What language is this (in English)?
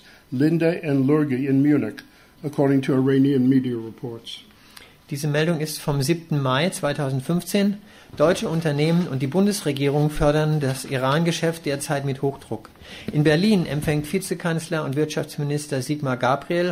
German